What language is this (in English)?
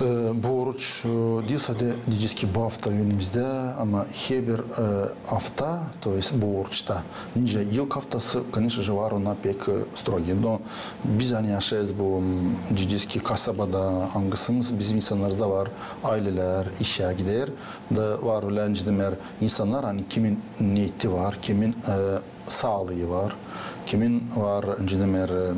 Gagauz